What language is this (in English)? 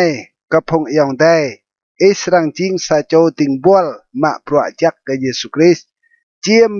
Rade